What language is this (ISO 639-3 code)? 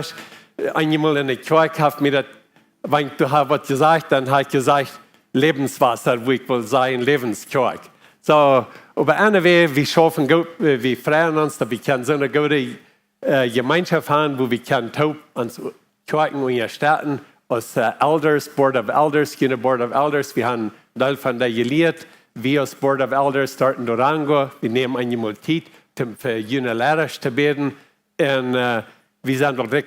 pdt